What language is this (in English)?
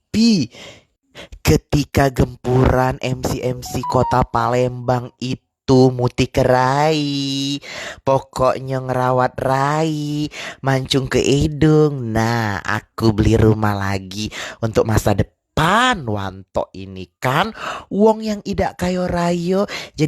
Musi